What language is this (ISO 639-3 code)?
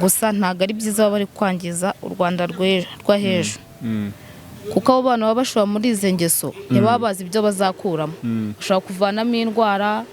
kin